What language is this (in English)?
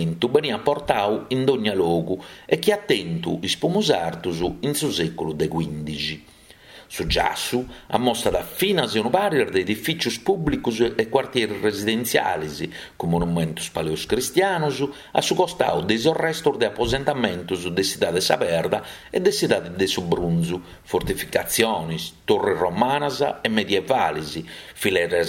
Sardinian